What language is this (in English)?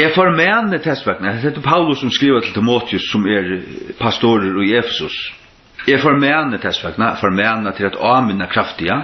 Faroese